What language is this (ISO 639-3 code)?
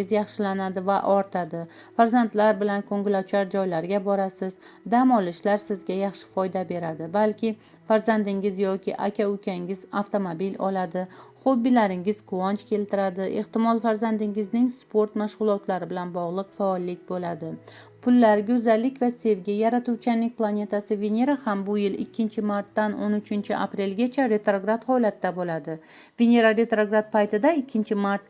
uzb